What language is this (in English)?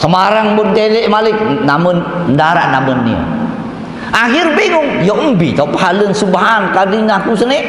Sasak